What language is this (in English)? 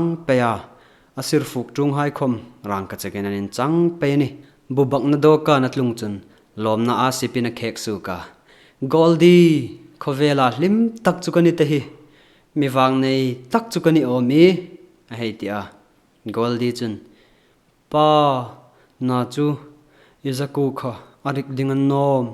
Hmar